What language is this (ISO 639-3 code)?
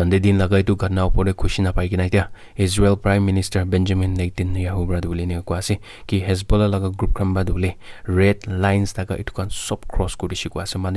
nag